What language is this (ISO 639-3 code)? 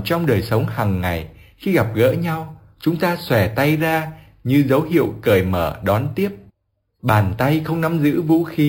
vie